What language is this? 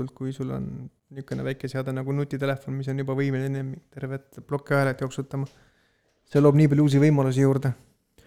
Estonian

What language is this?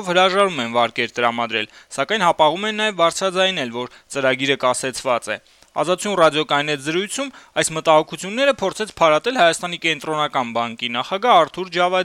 Armenian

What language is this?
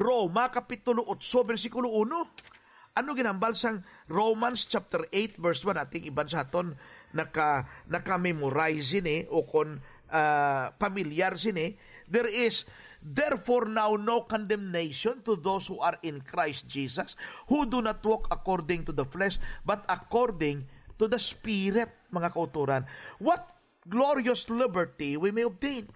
Hiligaynon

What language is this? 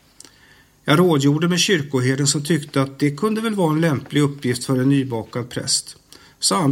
Swedish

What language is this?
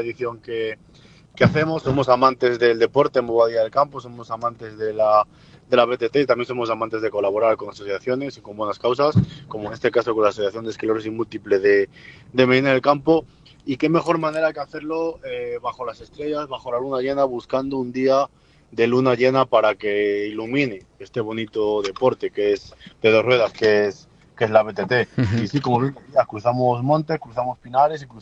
Spanish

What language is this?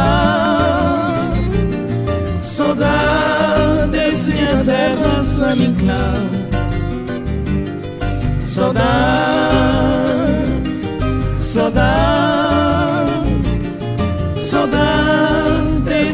Portuguese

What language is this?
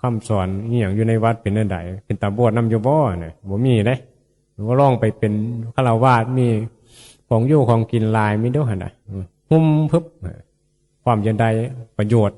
Northeastern Thai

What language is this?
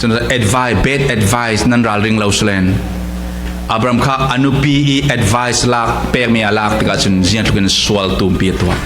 Falam Chin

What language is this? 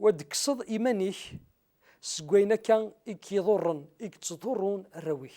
Kabyle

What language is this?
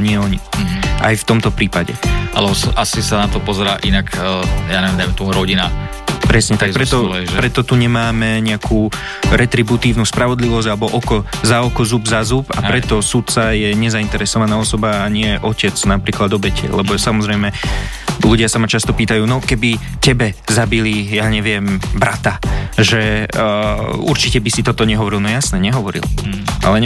Slovak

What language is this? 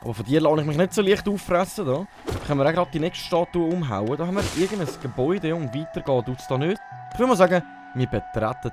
Swiss German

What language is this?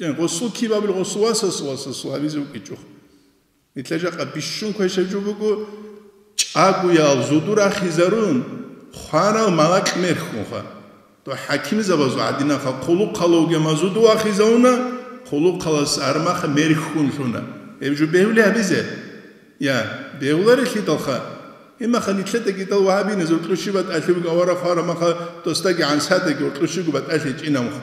Avaric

